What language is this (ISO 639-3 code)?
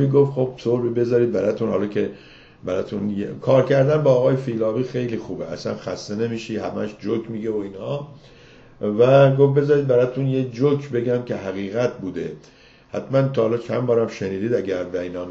fas